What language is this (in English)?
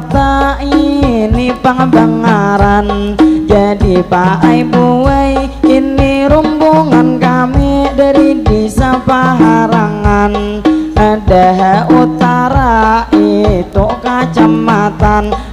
Banjar